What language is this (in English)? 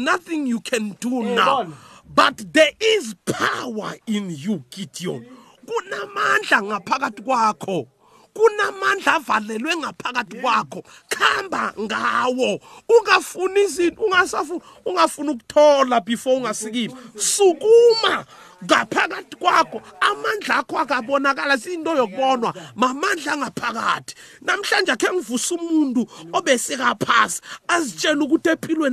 South Ndebele